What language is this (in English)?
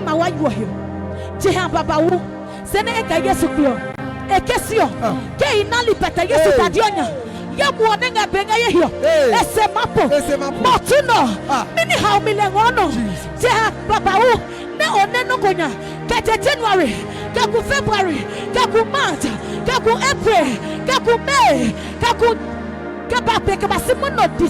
Adangme